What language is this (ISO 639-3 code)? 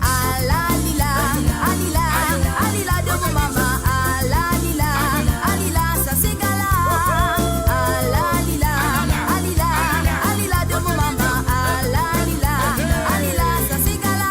mfe